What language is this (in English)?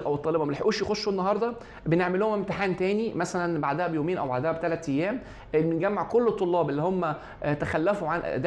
Egyptian Arabic